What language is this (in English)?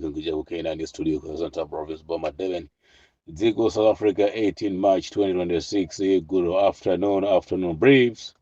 Nyanja